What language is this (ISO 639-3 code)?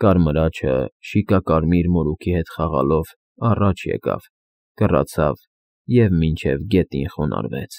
hye